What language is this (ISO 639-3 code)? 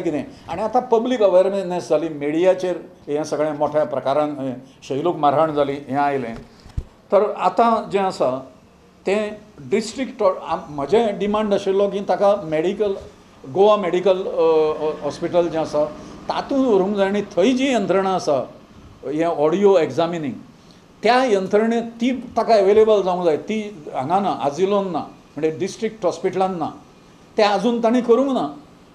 kok